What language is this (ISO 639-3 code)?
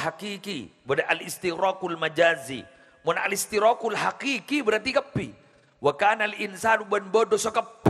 mad